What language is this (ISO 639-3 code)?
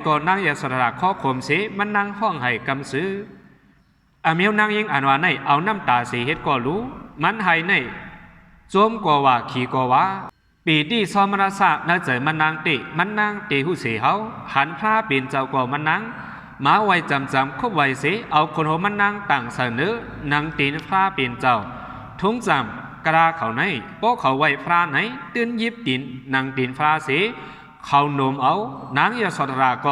shn